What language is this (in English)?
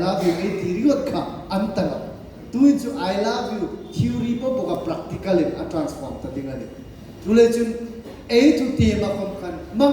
Hmar